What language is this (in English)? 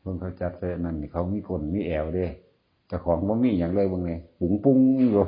Northeastern Thai